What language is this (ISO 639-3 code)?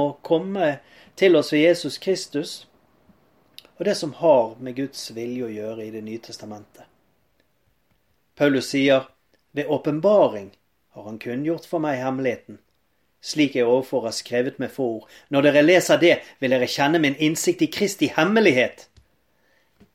nor